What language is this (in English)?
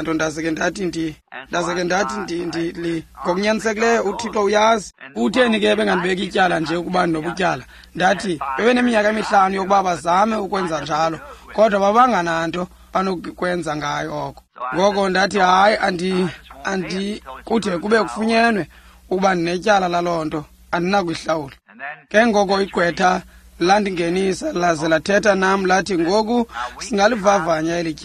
Xhosa